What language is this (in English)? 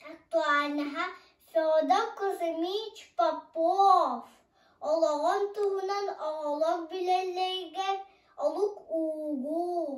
Yakut